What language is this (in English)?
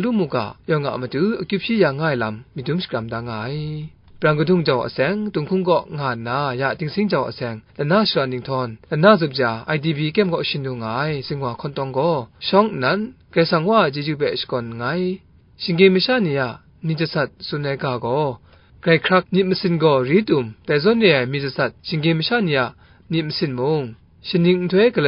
Kachin